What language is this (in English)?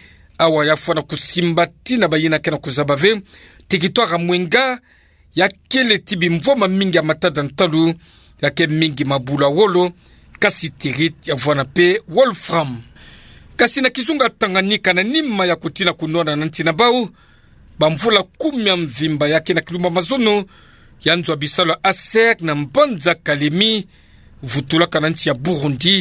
Kituba (Democratic Republic of Congo)